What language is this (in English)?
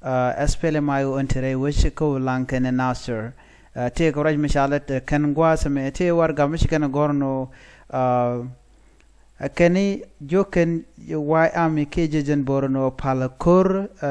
Nuer